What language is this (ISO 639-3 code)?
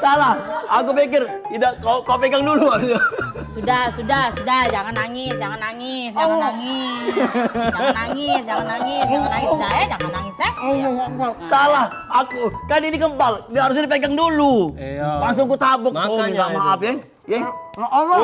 mui